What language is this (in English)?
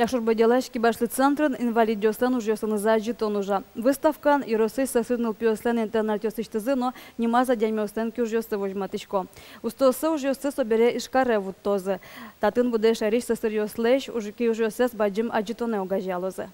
Udmurt